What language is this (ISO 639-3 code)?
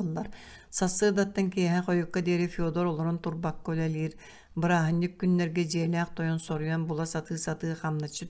sah